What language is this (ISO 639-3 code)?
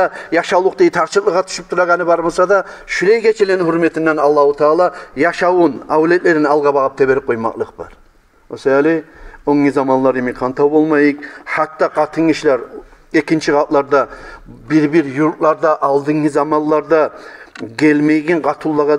kum